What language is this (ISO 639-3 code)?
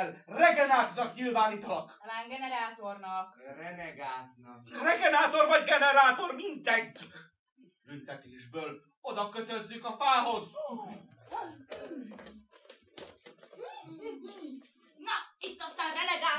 hun